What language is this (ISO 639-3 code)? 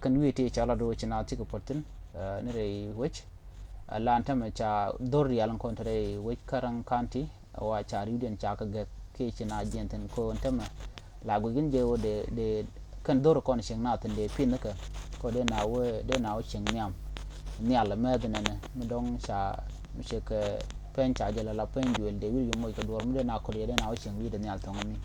nus